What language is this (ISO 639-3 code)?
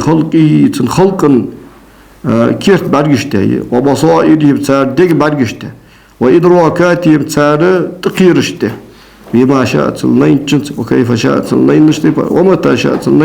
inh